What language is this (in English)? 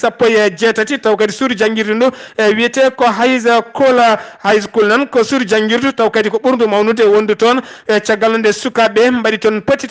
Fula